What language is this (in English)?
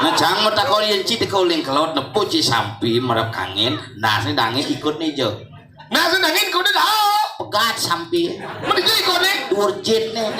Balinese